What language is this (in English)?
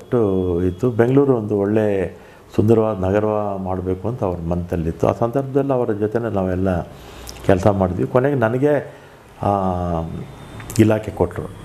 Kannada